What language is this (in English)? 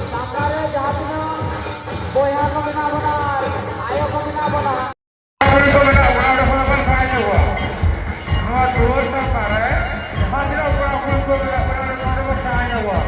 Santali